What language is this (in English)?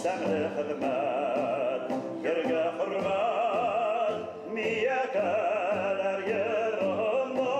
Bashkir